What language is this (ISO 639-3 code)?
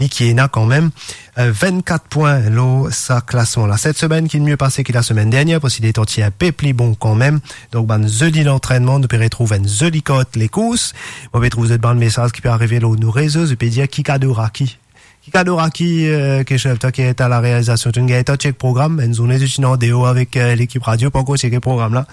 mfe